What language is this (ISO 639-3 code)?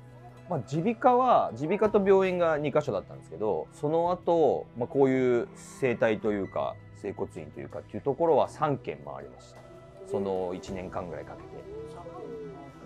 jpn